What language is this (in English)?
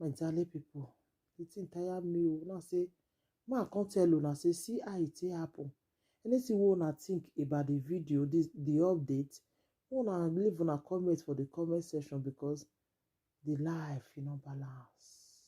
Nigerian Pidgin